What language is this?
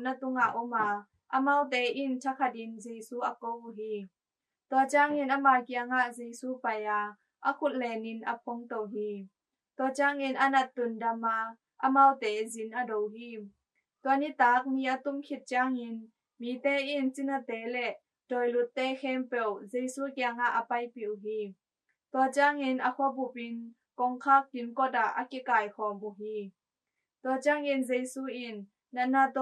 Tedim Chin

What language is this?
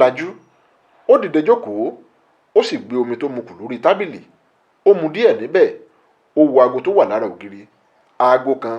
Yoruba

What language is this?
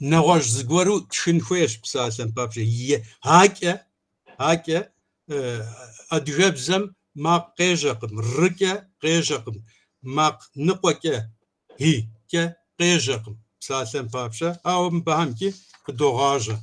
Kabardian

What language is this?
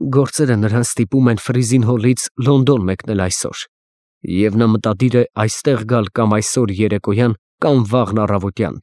Armenian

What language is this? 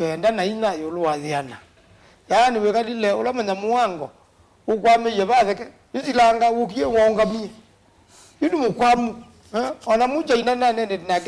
Kamba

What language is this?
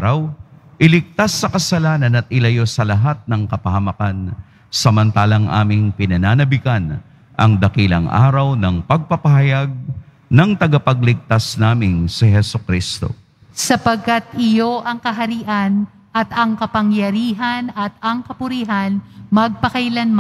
Filipino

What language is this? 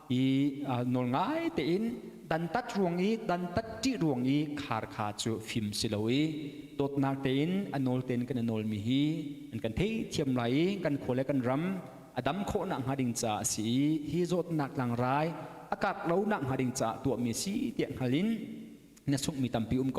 Hakha Chin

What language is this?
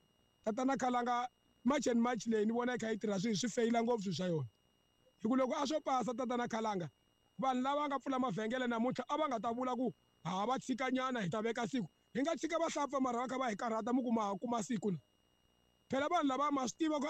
Tsonga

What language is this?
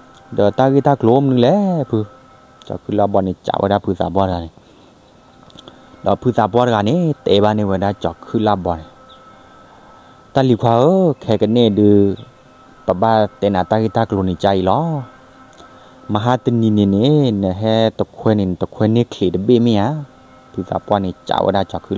S'gaw Karen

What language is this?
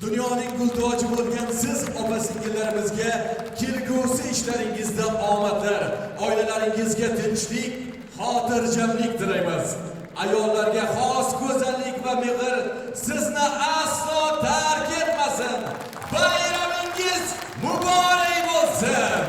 Kara-Kalpak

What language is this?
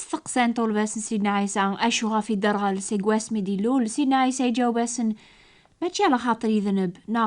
Kabyle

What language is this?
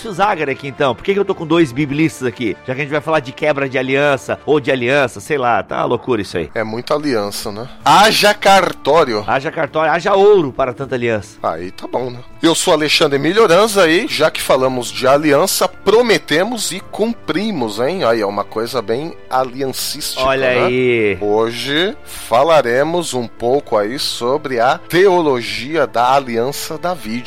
Portuguese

